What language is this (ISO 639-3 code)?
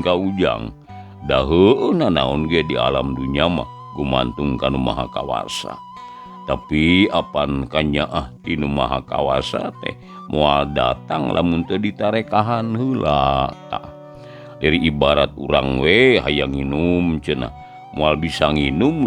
sun